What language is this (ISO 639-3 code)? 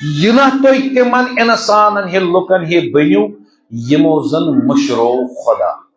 kas